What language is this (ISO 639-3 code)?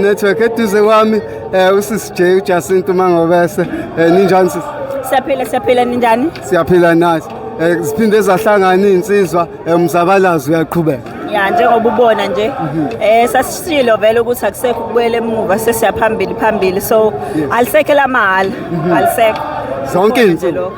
zul